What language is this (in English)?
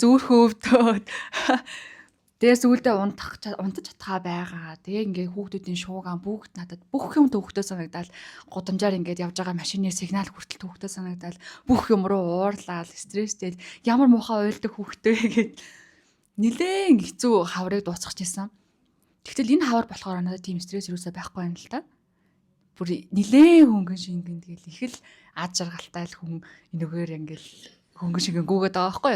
Mongolian